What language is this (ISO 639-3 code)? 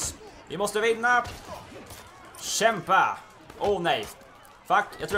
swe